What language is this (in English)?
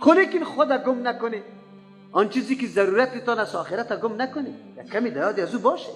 Persian